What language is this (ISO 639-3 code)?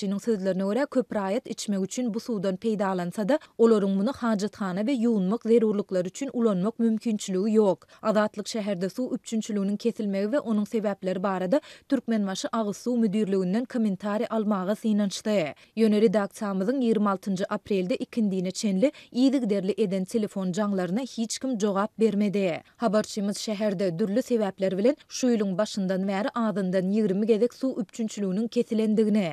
tuk